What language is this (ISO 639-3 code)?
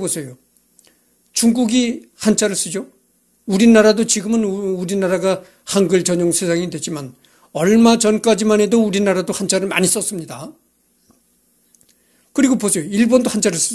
kor